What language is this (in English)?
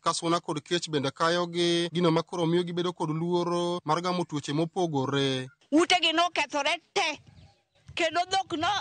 Luo (Kenya and Tanzania)